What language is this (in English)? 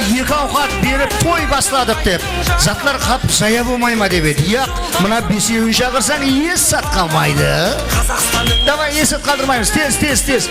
Kara-Kalpak